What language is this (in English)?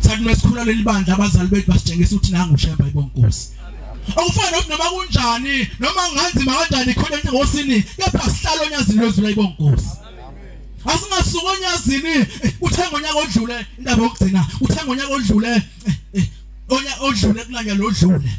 Zulu